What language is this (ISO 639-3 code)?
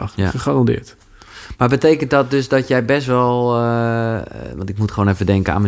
nld